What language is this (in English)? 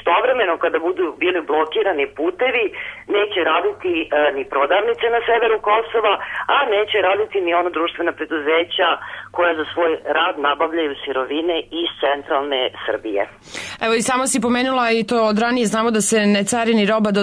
Serbian